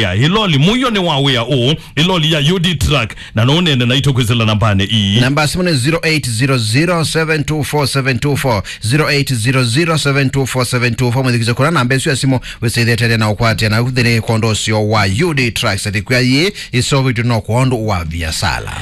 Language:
Kamba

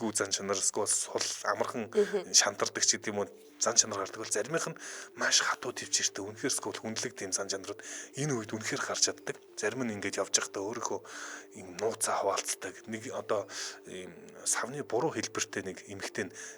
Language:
Mongolian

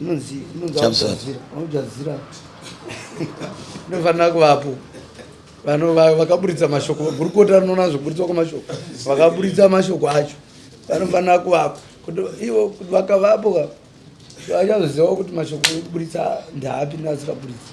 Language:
Shona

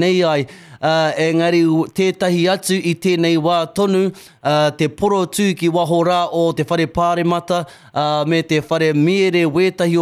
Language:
Māori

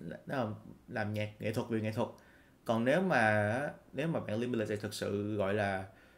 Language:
Vietnamese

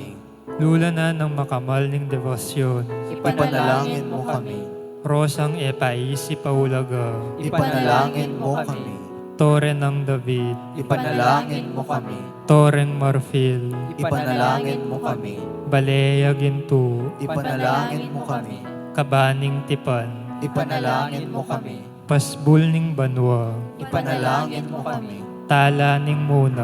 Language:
Pampanga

